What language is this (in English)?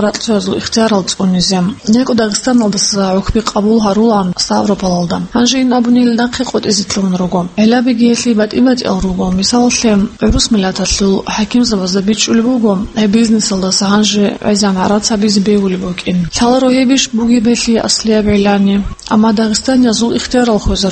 Avaric